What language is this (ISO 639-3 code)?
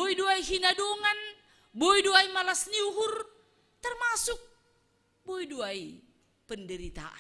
bts